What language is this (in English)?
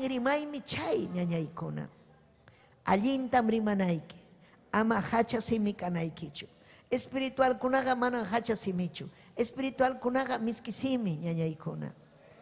Ayacucho Quechua